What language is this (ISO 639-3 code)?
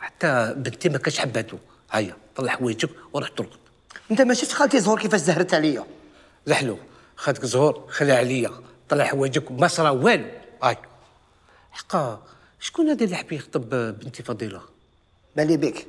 arq